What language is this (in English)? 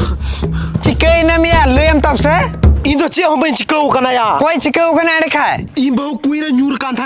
Santali